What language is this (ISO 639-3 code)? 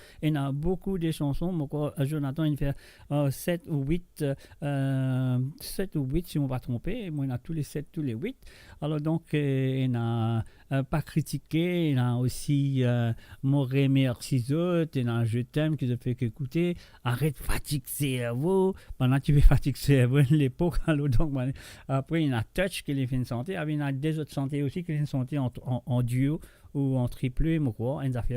mfe